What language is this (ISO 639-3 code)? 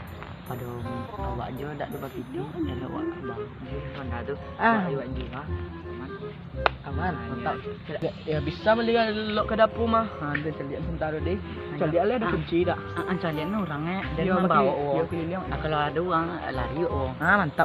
min